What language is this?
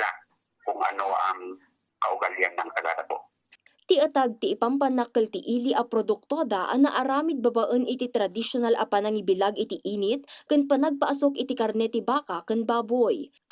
Iloko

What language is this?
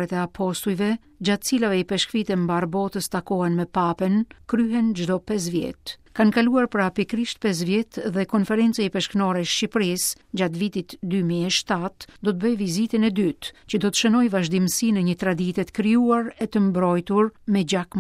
Albanian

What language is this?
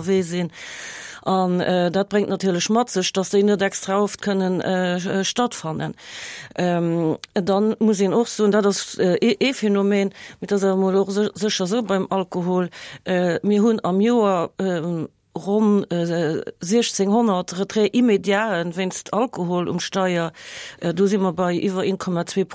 Luxembourgish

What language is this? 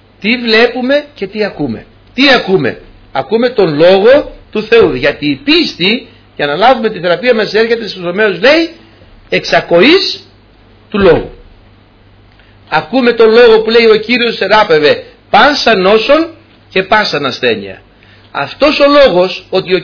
Greek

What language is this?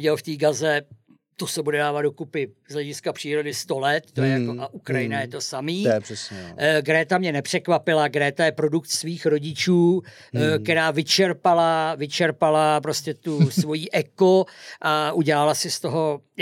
Czech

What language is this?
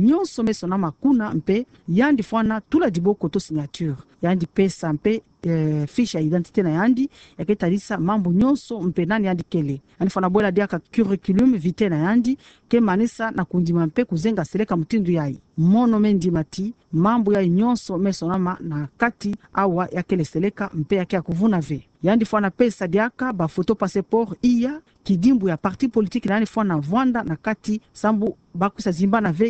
Kituba (Democratic Republic of Congo)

